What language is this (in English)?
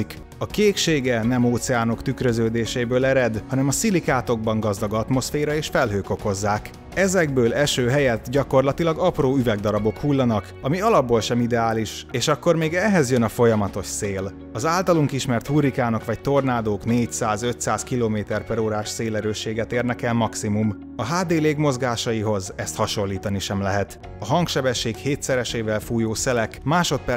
Hungarian